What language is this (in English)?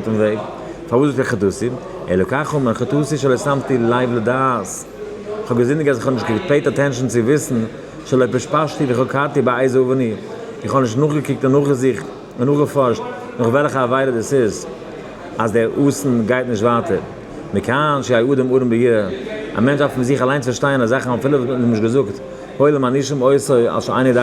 Yiddish